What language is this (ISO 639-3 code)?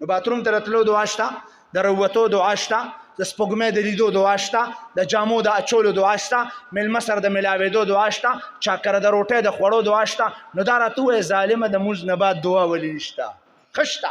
pus